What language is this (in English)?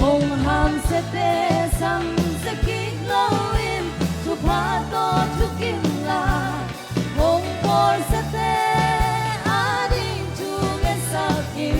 Tedim Chin